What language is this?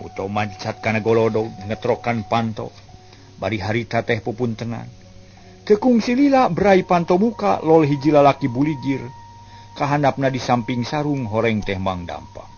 Sundanese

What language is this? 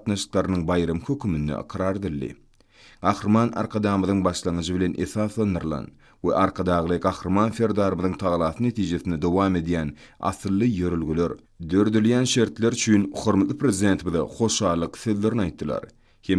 Turkmen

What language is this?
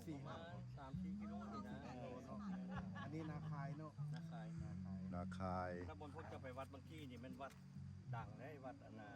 Lao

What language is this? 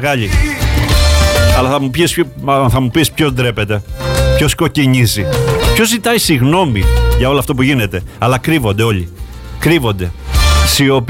Greek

